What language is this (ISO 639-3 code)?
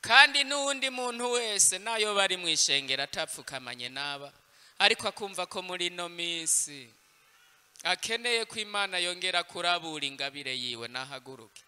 run